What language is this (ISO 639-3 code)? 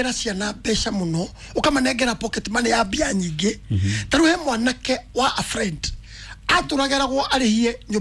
kik